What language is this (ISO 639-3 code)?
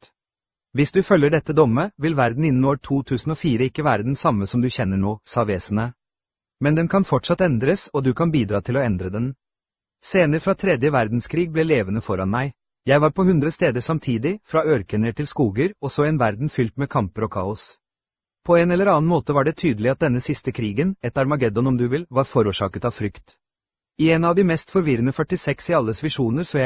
nor